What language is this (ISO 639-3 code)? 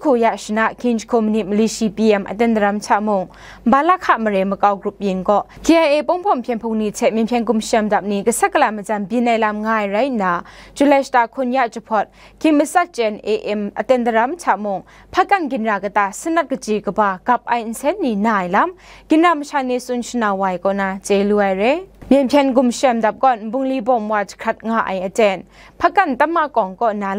kac